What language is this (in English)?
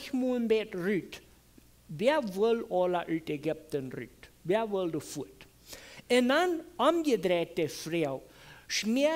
Plautdietsch